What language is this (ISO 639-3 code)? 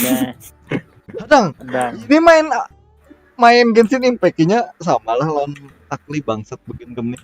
bjn